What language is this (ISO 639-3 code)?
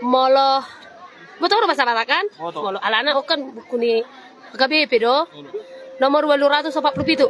bbc